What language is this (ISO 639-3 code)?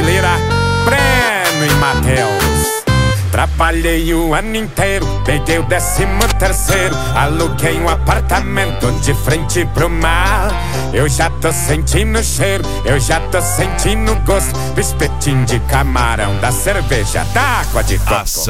por